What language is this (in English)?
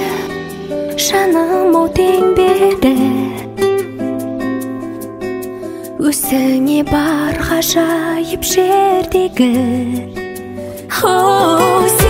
Kazakh